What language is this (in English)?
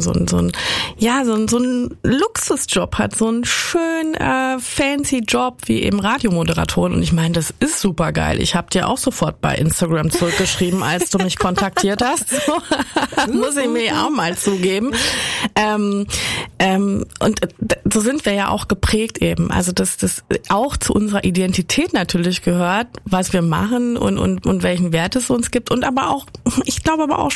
German